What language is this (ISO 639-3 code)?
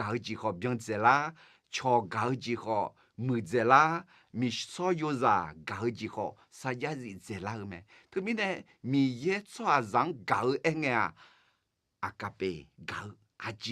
ahk